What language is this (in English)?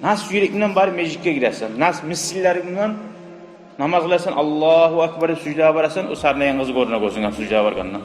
Kumyk